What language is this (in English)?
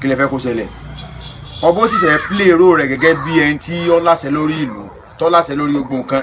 Yoruba